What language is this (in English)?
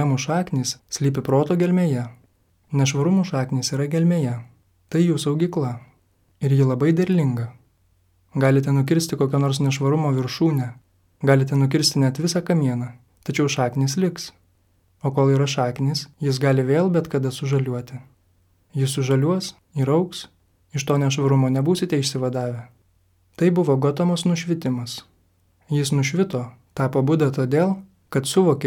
Lithuanian